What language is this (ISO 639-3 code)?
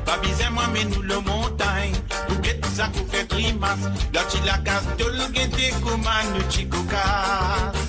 mfe